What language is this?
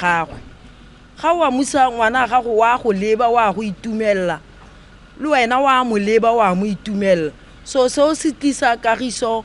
Tswana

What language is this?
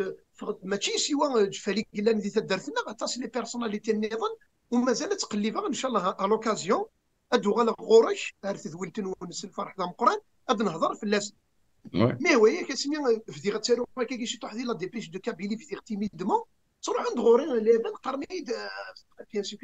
Kabyle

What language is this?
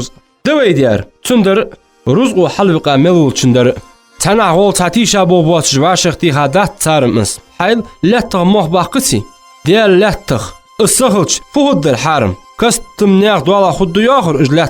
Ingush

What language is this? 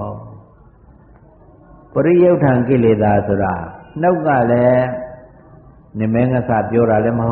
Burmese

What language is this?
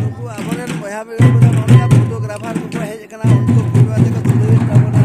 Santali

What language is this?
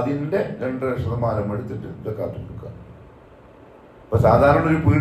Malayalam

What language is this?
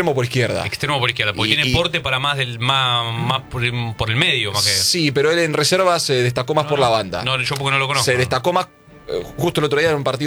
Spanish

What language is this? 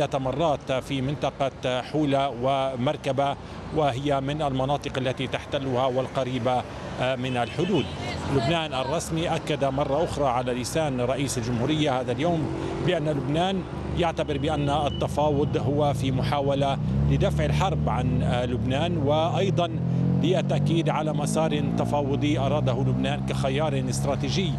Arabic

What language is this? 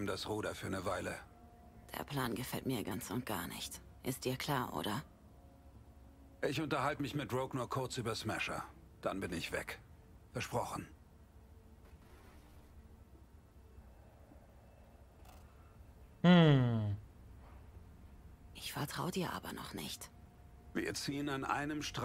German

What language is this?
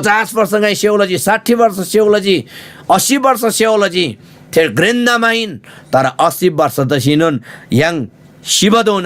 Eastern Tamang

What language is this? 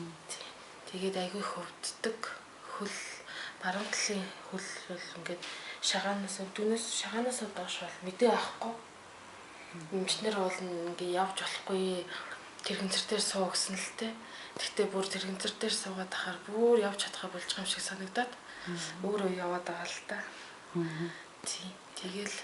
Mongolian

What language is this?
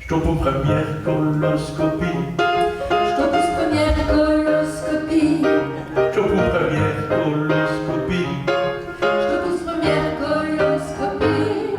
Picard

